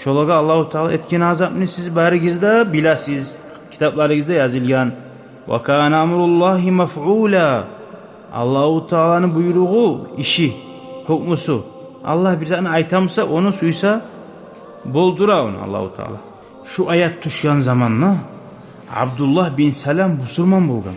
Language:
Kumyk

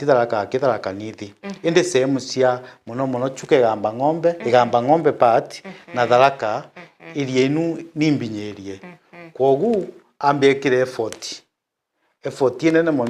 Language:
Meru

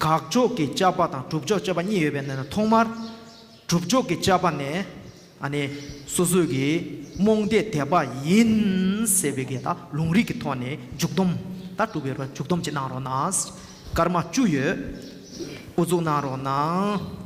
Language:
Tibetan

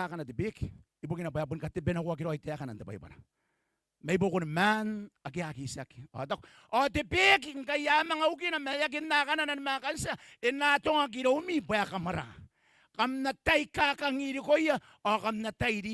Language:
Gilbertese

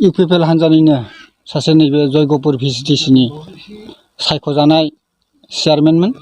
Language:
Bodo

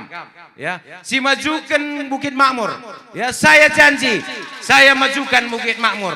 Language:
Batak Karo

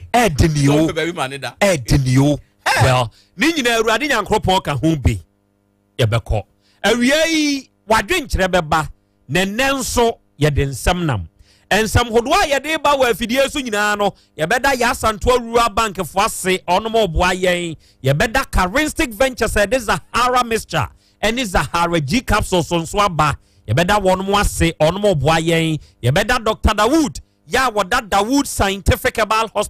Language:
Akan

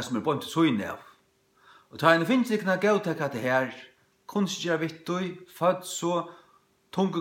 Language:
Faroese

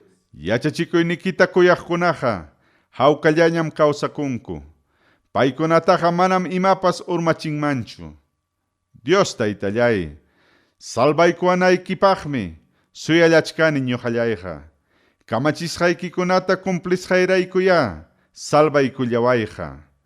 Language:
Ayacucho Quechua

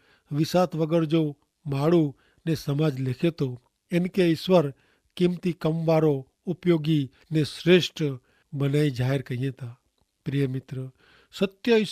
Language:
Kachhi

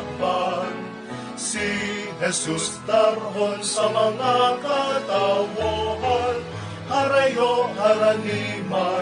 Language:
Bikol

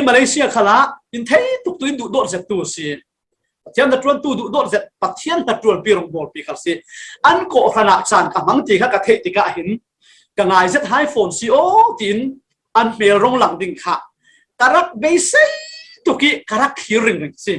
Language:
Falam Chin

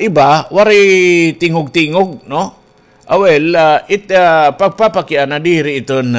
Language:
Waray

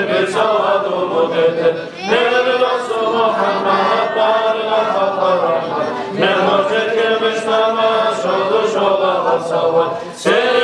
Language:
Kumyk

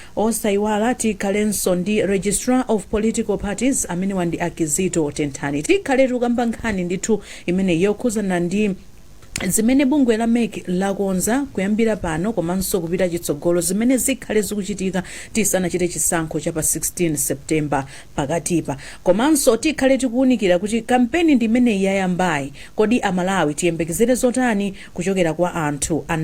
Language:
Nyanja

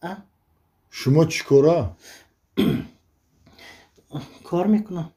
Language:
Tajik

